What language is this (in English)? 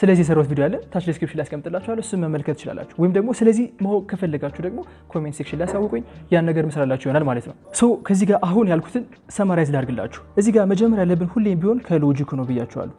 Amharic